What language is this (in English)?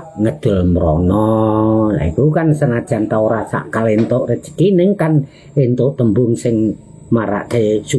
Javanese